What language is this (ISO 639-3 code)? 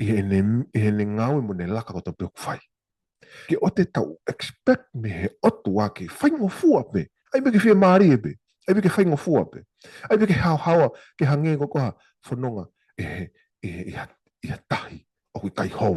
ton